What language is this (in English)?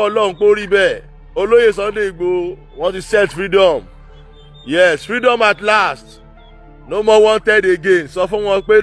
Yoruba